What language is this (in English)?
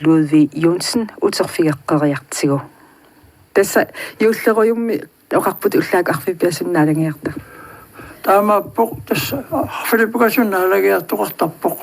Kalaallisut